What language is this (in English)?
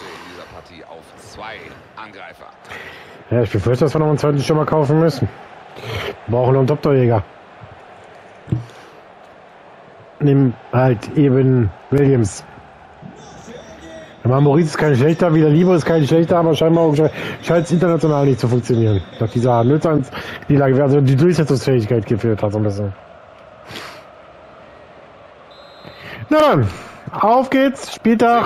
German